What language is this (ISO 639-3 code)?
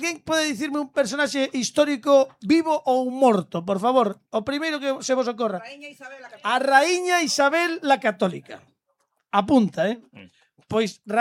glg